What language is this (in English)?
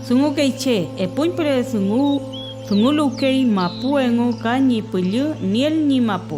Mapuche